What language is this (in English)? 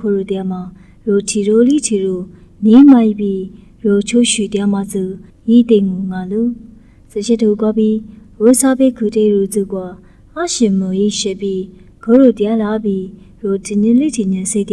Lisu